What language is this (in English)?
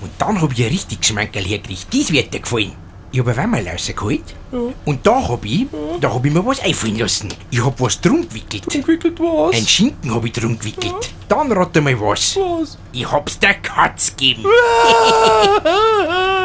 Bavarian